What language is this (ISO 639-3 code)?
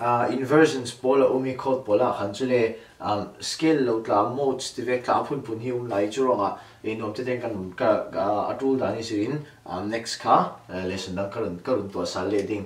cfm